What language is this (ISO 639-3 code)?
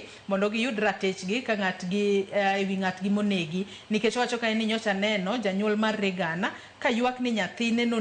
luo